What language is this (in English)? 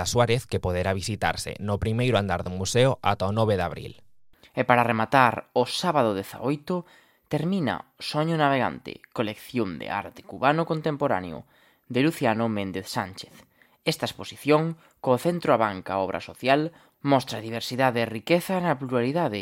Galician